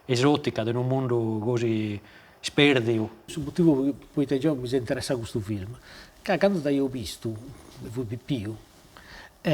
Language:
Sardinian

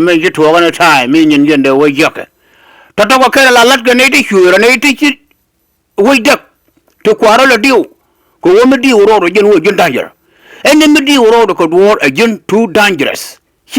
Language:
Nuer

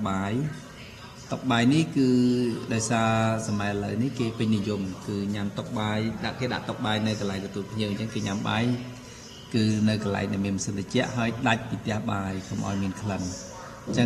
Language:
Khmer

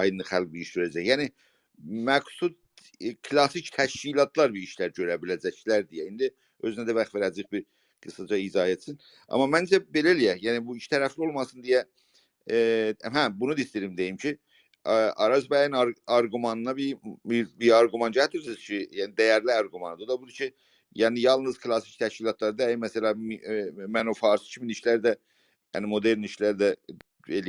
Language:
South Azerbaijani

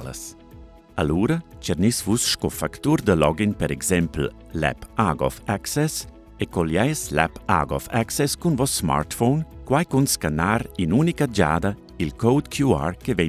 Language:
Romansh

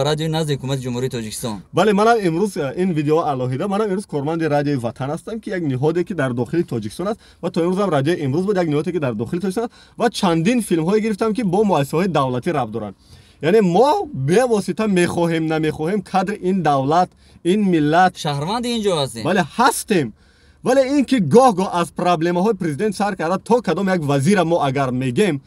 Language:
Tajik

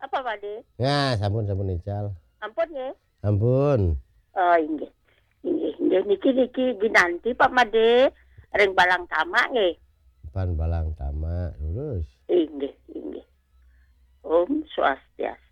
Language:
Balinese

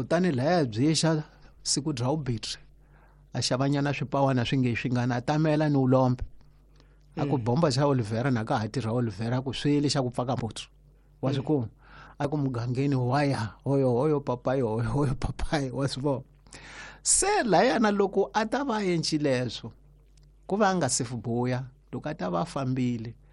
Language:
Tsonga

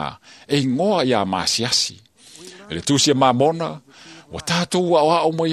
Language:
Samoan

